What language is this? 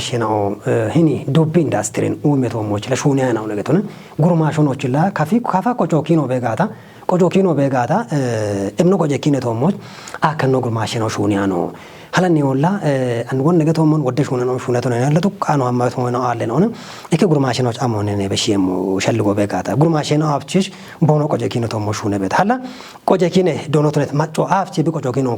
Kafa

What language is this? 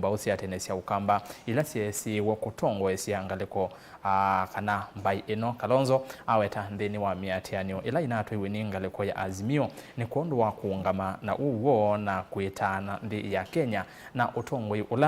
Kamba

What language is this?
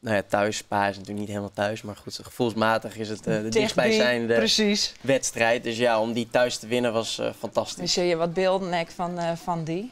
Western Frisian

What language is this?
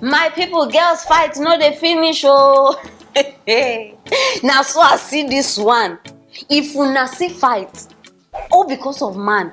Nigerian Pidgin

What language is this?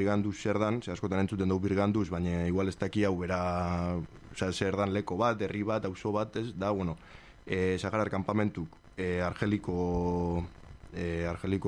Basque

